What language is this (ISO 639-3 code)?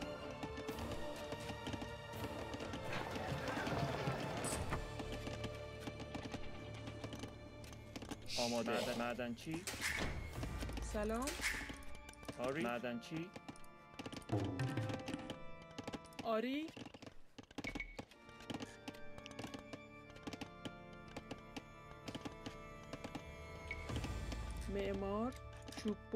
fas